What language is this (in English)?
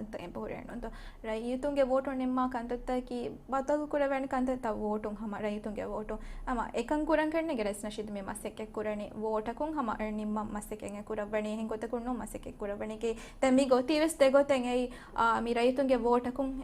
Divehi